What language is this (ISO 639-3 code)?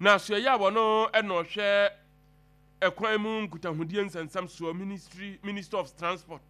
aka